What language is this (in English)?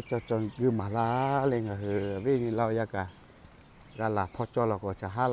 Lahu